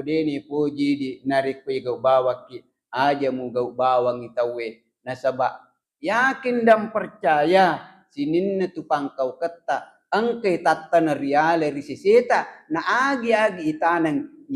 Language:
Buginese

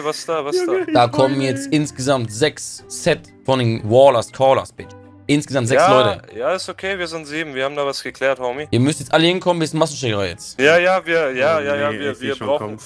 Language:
German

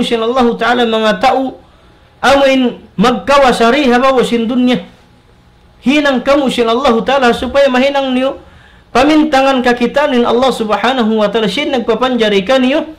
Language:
Tausug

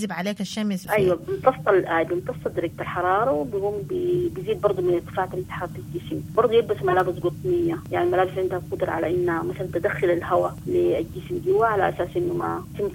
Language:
Sudanese Arabic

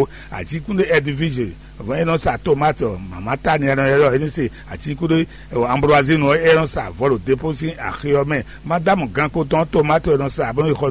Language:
Fon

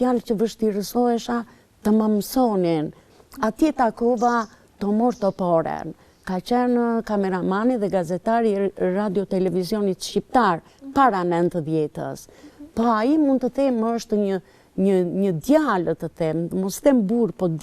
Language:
Albanian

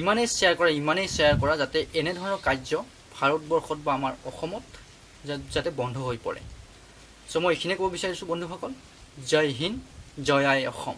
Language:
Assamese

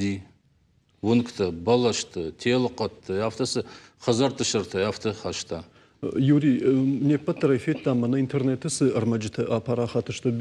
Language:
Ossetic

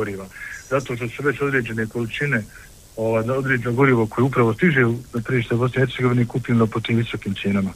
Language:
Bosnian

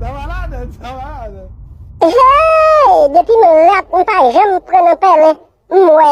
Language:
Haitian Creole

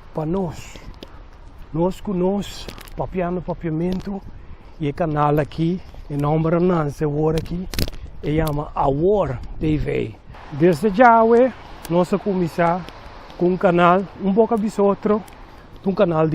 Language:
Papiamento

